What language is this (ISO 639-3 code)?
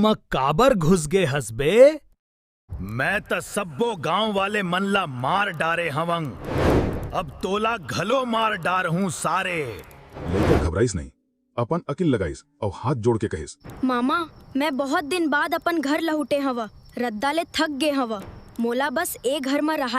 hne